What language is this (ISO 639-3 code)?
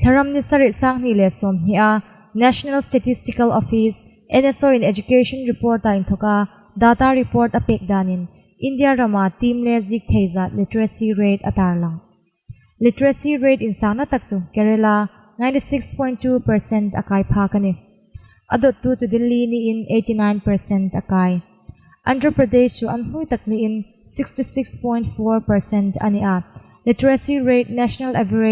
hmr